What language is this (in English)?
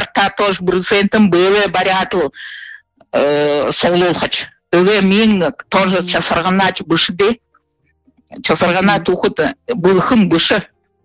Buriat